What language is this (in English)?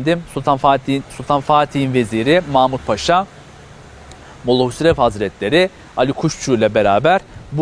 Turkish